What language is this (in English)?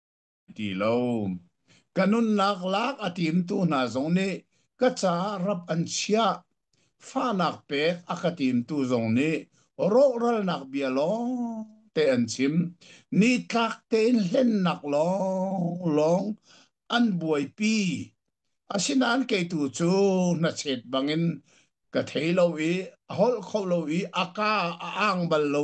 Hakha Chin